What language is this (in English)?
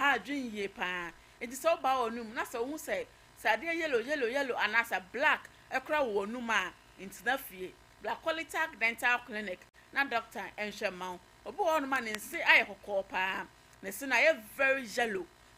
Akan